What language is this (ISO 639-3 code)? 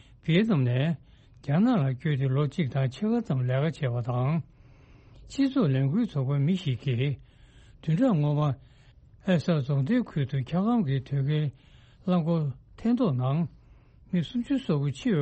bod